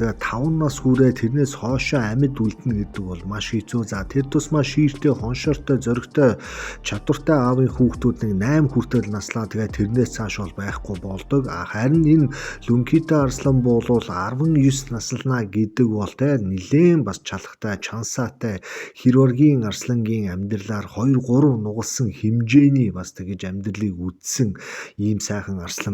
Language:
Mongolian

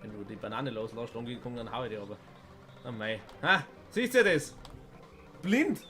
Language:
Bavarian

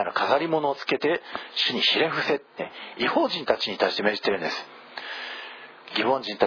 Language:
Japanese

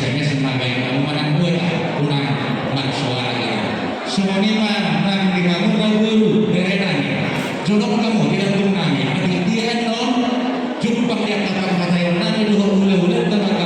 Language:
Batak Toba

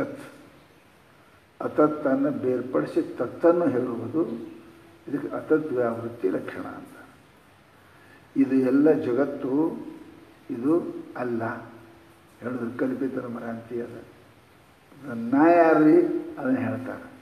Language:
Kannada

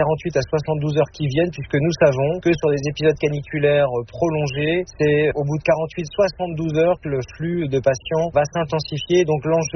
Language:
French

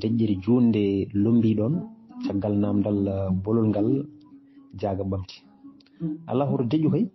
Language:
Fula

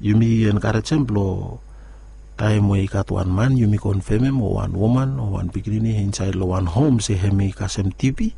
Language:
Bislama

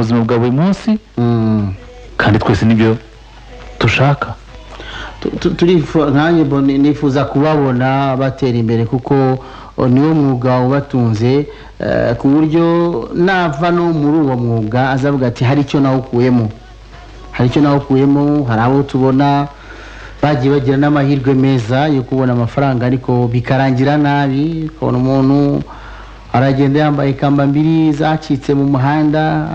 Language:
Kinyarwanda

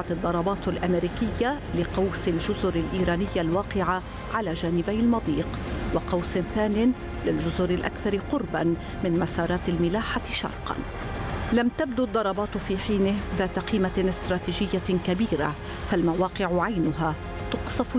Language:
Arabic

